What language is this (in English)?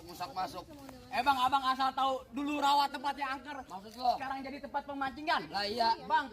Betawi